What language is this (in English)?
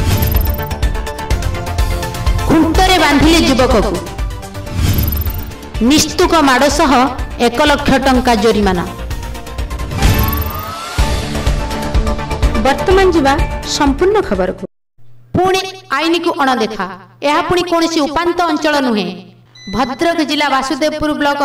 Odia